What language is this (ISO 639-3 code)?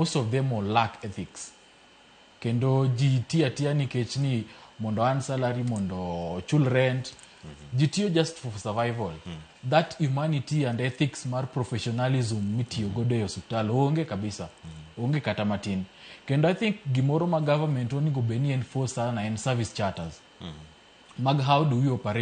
luo